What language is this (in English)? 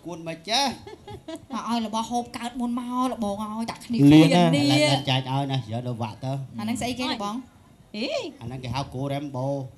Khmer